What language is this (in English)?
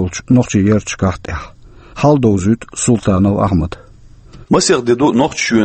Chechen